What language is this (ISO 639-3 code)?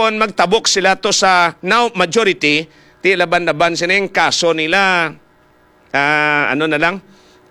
hil